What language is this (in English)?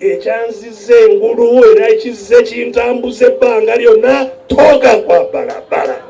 Ganda